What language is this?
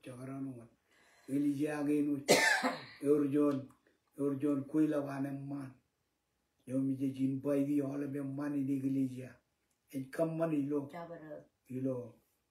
Marshallese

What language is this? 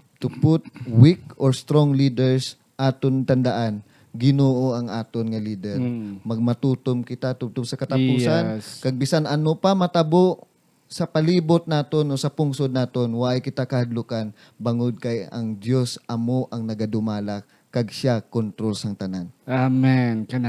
Hiligaynon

